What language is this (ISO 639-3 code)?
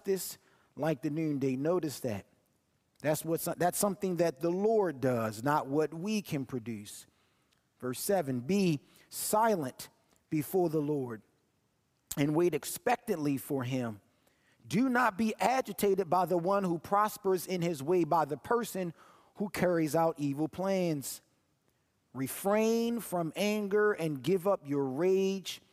eng